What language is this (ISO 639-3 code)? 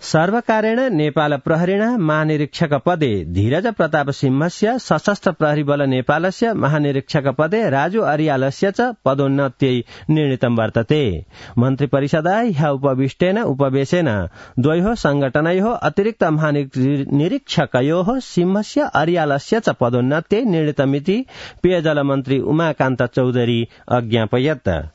san